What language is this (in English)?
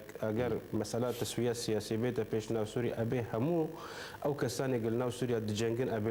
Kurdish